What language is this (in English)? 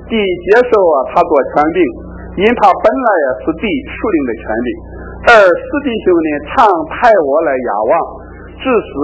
Chinese